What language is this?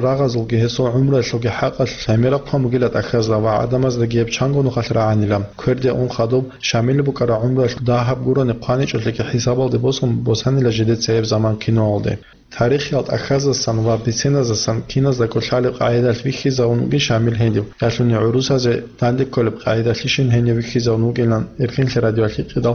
Avaric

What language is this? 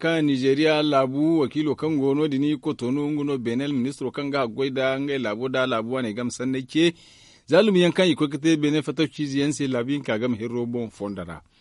Zarma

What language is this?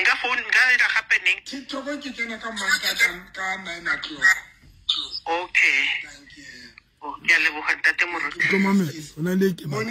Southern Sotho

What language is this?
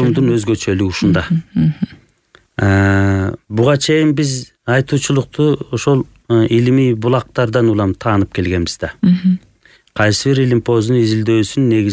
Kyrgyz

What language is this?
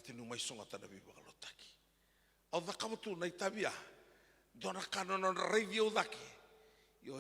Fijian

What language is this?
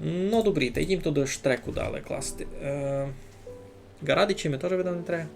Rusyn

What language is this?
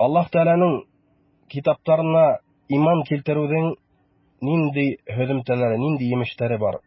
Bashkir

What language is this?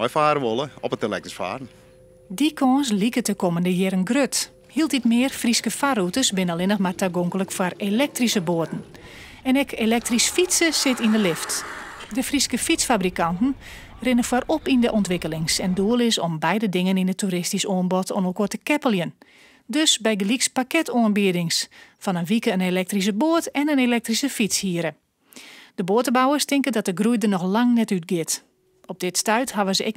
Western Frisian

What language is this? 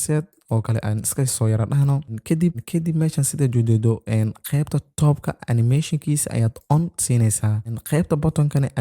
Somali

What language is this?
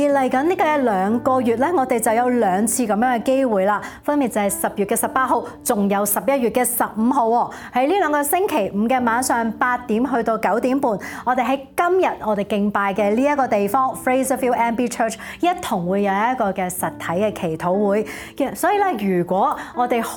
Cantonese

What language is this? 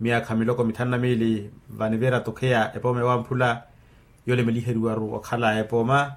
Makhuwa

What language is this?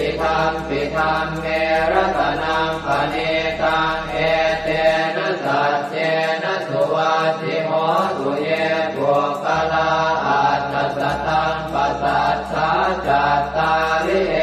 Pali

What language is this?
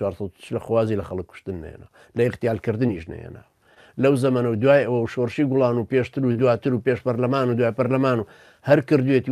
Central Kurdish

